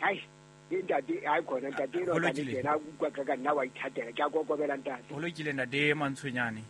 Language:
Southern Sotho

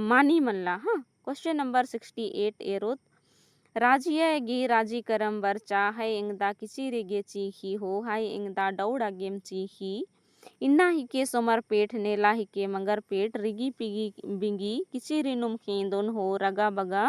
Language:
Kurukh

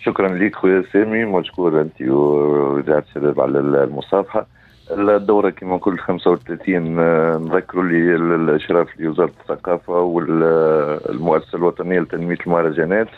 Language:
Tunisian Arabic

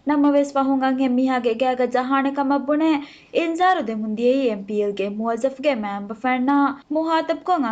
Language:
Divehi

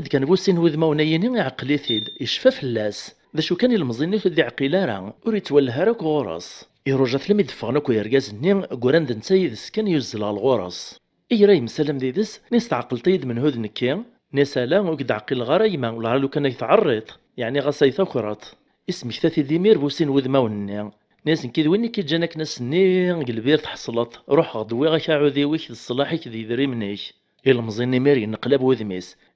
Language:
Kabyle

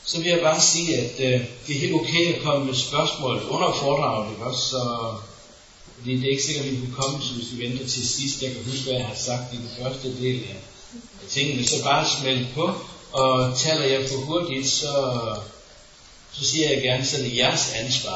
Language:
Danish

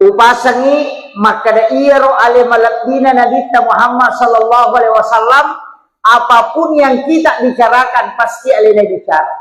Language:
Buginese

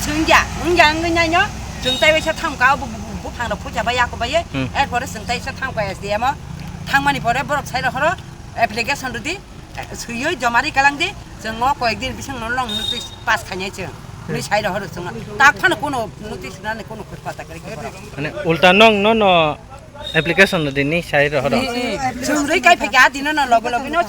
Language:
Kok Borok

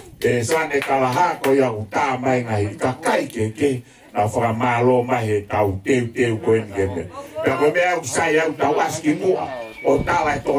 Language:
Tongan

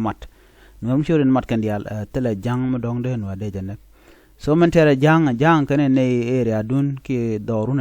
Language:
Nuer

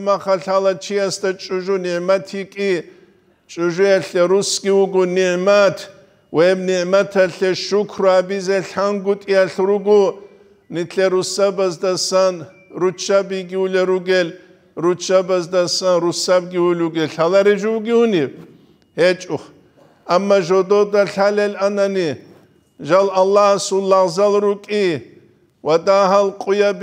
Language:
Avaric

